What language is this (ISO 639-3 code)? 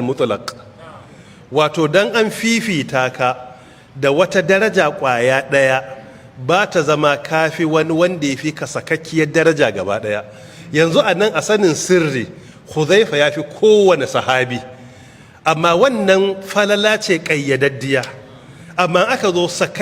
hau